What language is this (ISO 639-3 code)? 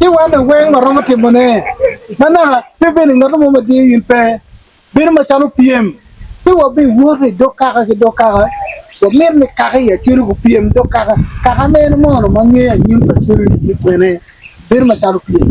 ach